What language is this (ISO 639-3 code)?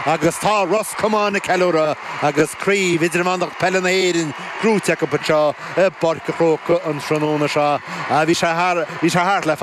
gle